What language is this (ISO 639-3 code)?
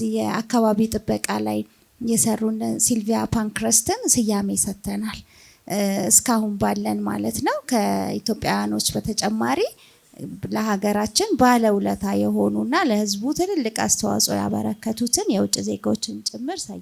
amh